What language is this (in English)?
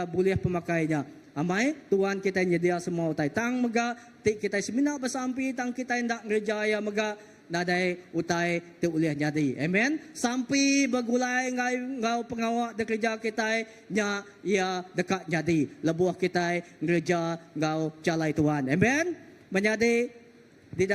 Iban